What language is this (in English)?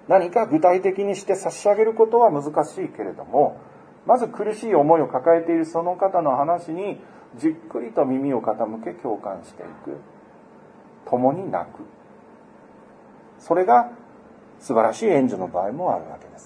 Japanese